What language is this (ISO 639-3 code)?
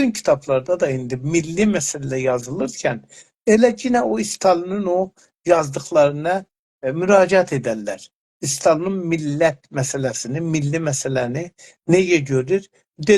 azb